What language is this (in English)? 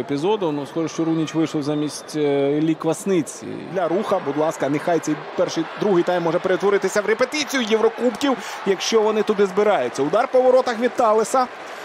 Ukrainian